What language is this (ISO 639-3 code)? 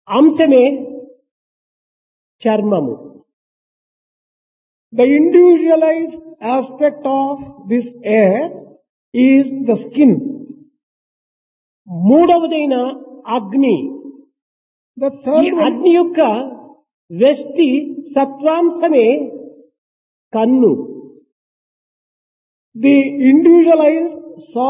tel